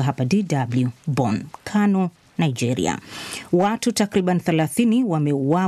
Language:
Swahili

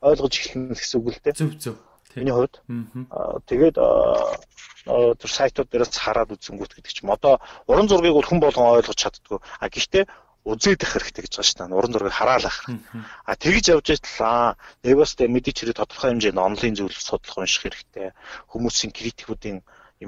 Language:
Mongolian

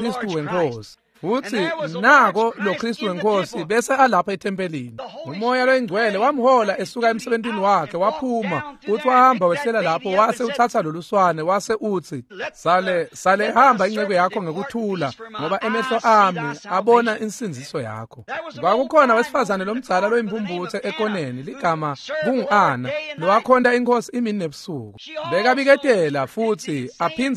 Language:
Swati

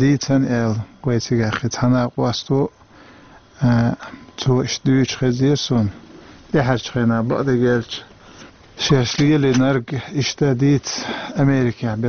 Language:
Chechen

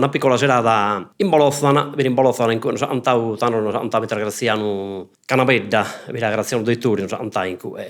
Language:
Sardinian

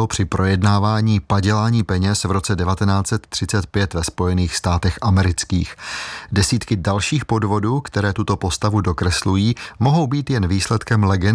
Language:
Czech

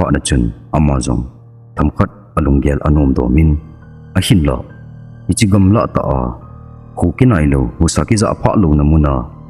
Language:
Thado Chin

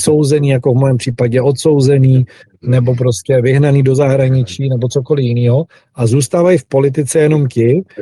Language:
Czech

